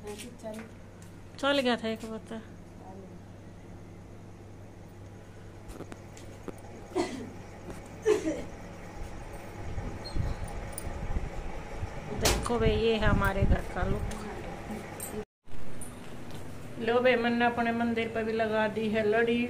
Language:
Hindi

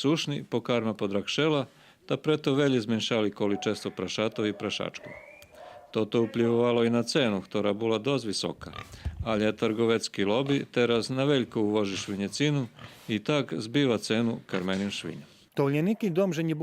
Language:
Rusyn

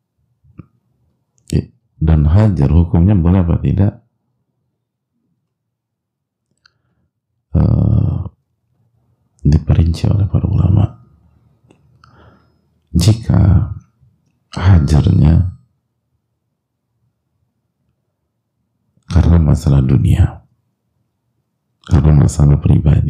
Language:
Indonesian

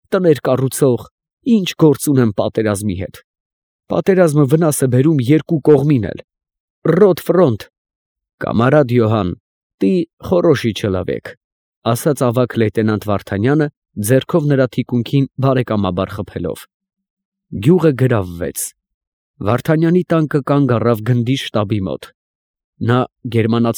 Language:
Armenian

